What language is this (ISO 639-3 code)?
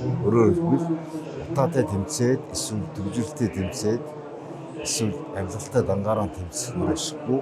mon